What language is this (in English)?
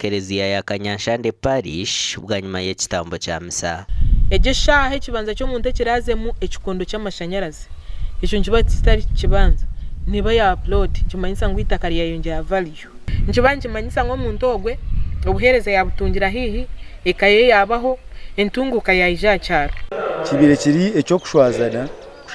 Nyankole